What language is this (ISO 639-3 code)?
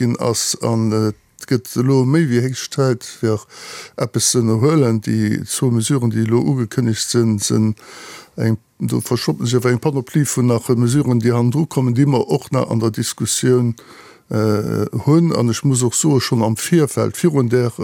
ltz